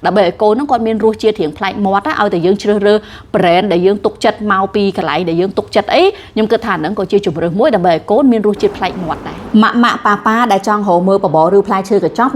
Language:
Khmer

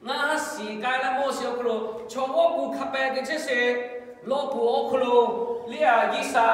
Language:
Lahu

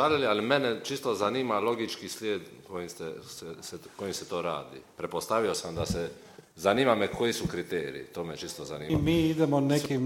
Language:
Croatian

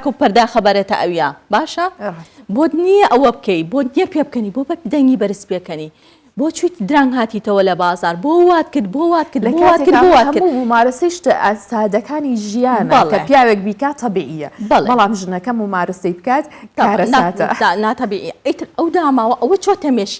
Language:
Central Kurdish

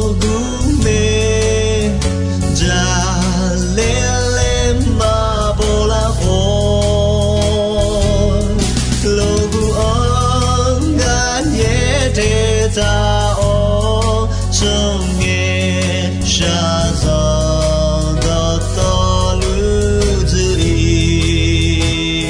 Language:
Akha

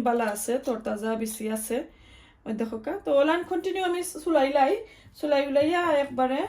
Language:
Sylheti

